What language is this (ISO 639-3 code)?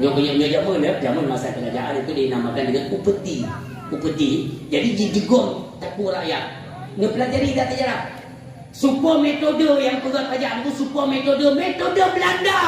ace